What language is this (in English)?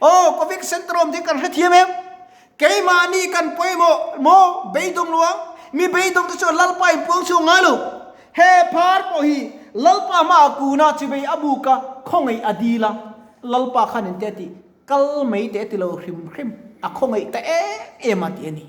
Mizo